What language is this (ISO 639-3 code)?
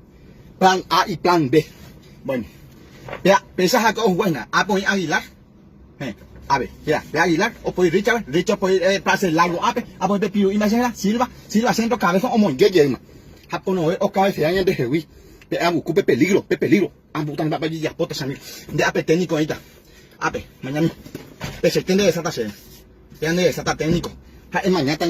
grn